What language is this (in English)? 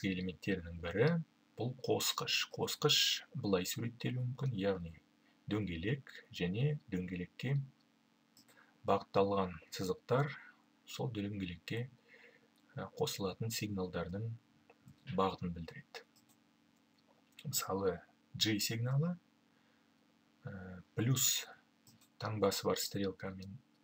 Kazakh